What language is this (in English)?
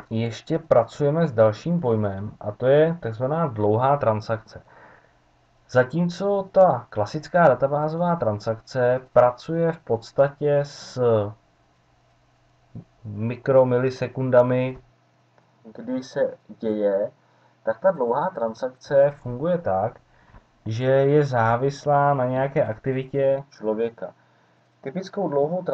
Czech